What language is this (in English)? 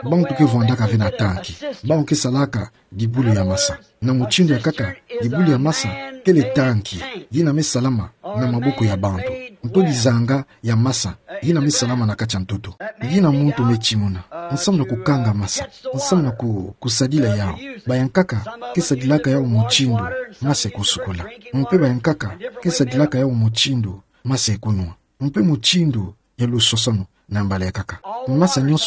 Kituba (Democratic Republic of Congo)